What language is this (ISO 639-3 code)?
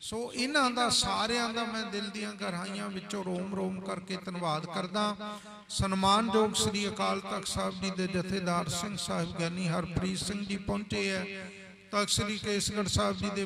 pan